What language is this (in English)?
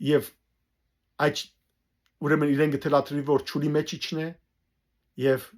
Western Armenian